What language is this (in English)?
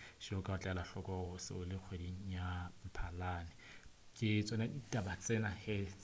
Southern Sotho